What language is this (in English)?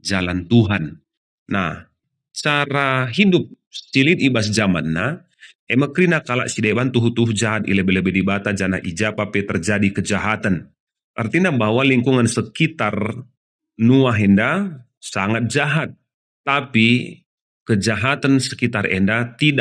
Batak Karo